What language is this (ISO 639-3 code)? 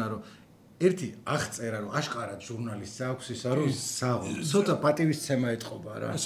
kat